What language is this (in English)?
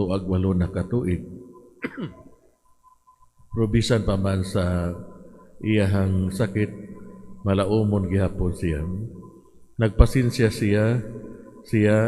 Cebuano